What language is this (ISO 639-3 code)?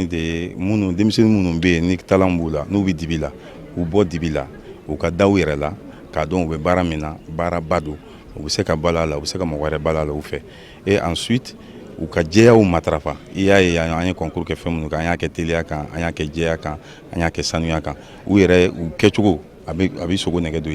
bam